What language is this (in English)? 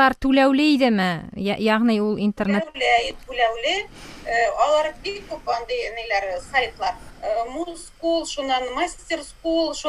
Tatar